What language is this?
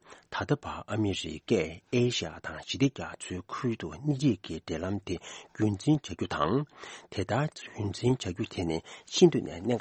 Tibetan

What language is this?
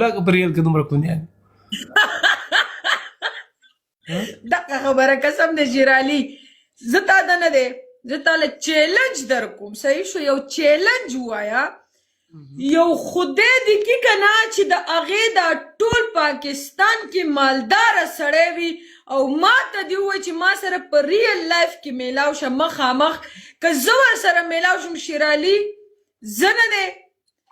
Pashto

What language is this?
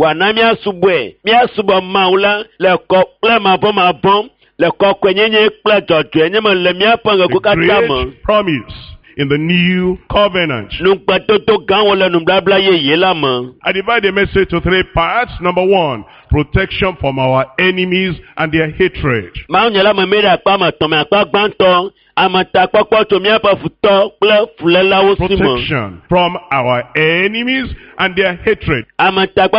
Ewe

